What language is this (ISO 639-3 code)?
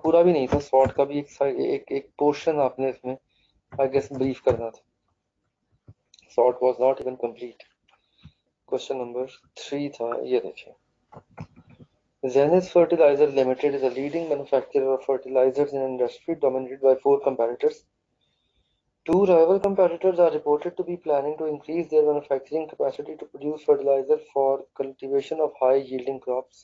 hin